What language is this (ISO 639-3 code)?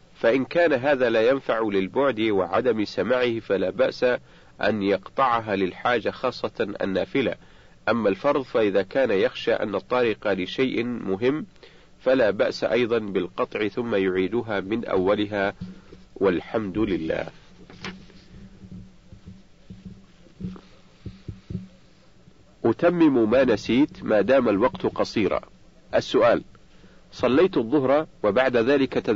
ara